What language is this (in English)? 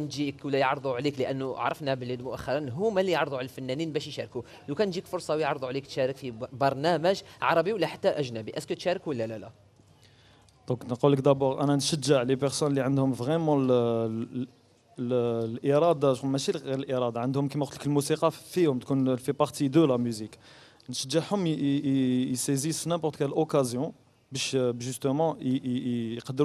Algerian Arabic